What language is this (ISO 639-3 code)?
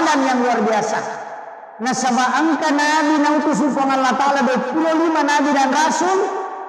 bug